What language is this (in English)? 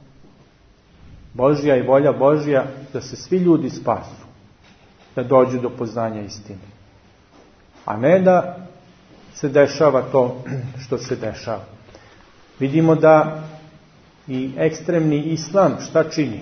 Serbian